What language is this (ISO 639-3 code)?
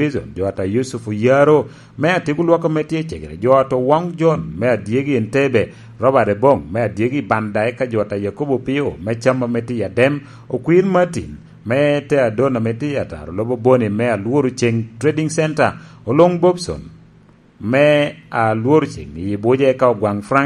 laj